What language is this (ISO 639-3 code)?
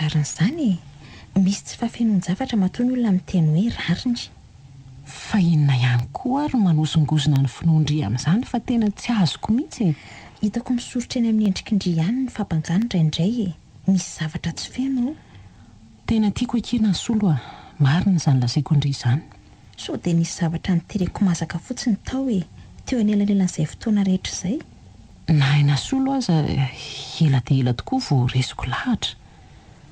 mlg